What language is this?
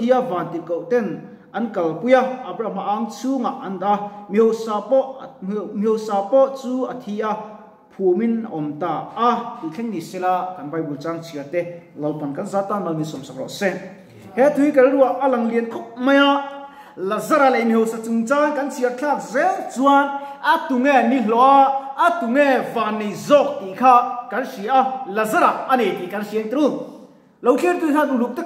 Mizo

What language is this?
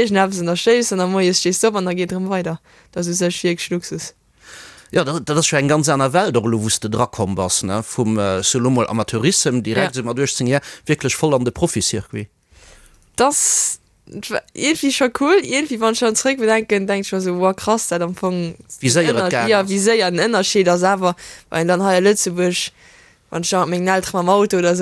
Luxembourgish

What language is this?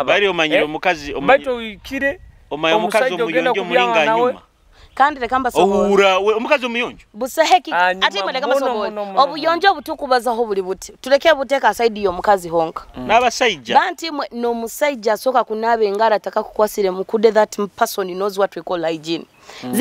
Nyoro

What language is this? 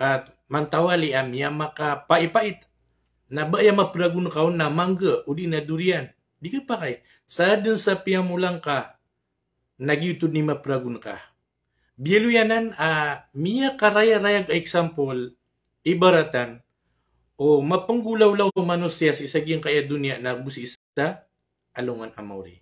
Maranao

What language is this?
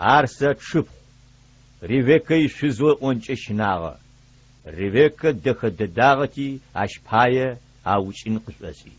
Adyghe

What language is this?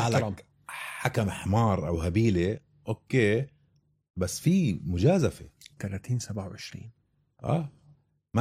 North Levantine Arabic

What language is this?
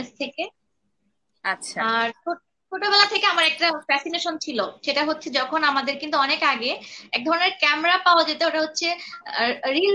Bangla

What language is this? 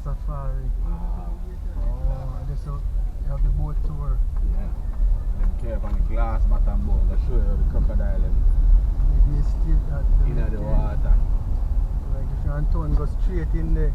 Jamaican Creole English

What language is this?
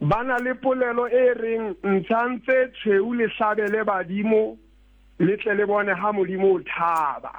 Southern Sotho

